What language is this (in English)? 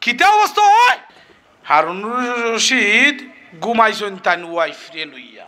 Sylheti